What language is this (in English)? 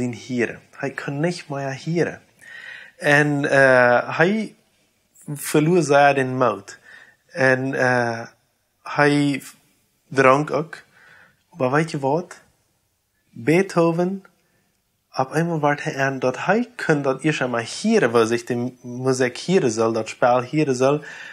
Plautdietsch